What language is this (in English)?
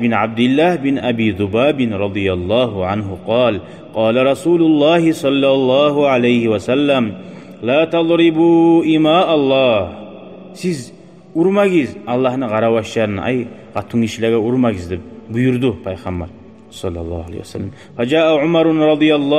Kumyk